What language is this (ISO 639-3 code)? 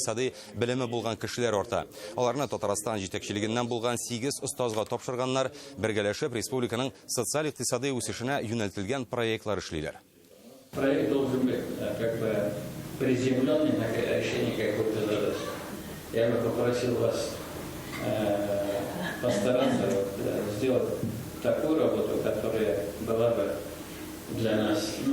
tat